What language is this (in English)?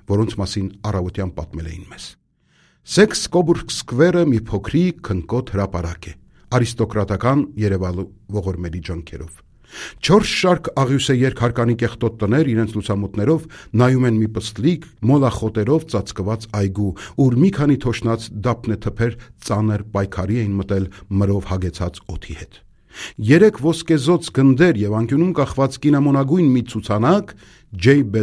Armenian